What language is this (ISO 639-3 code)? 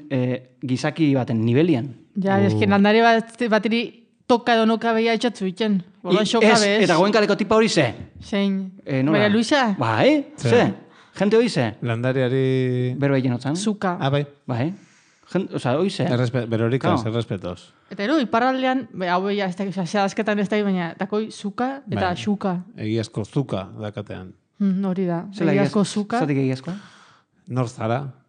eus